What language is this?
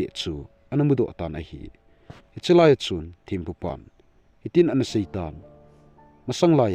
Thado Chin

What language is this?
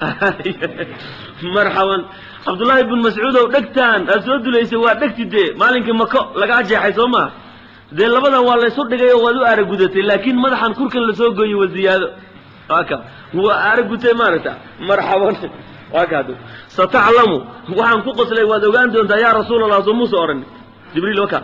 Somali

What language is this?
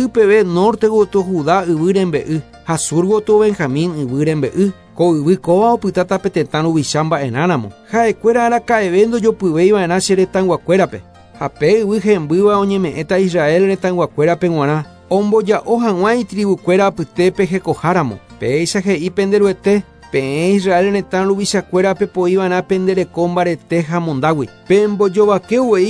Guarani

